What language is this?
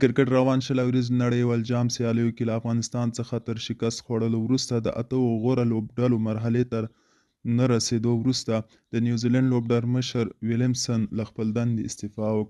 Pashto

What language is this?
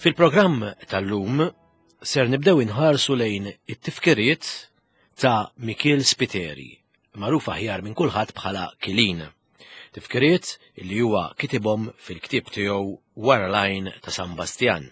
Maltese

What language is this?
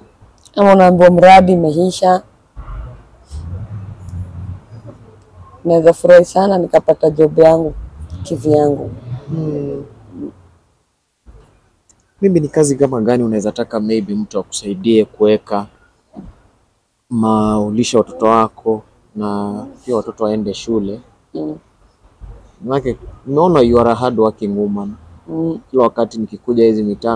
Swahili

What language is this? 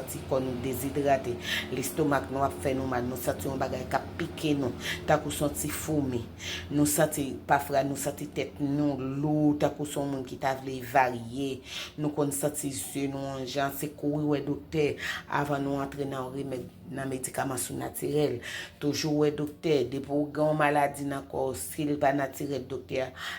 Haitian Creole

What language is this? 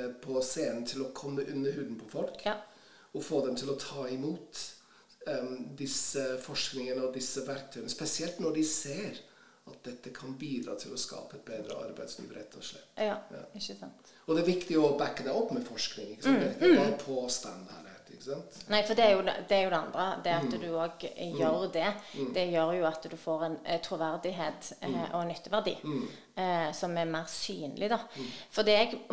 Norwegian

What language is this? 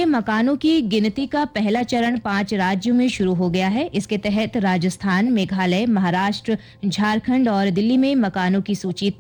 Hindi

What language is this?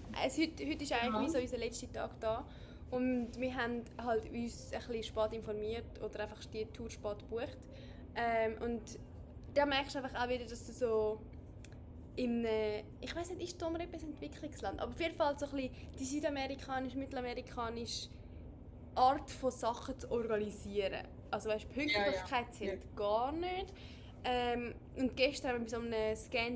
Swiss German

